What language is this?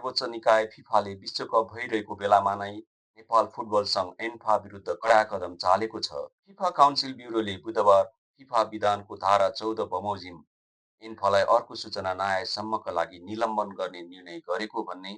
Nepali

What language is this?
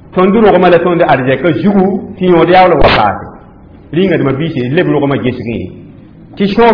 Mossi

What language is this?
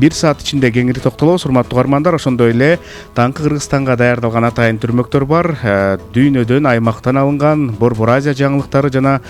Kyrgyz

